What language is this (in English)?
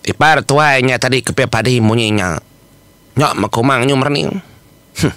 Iban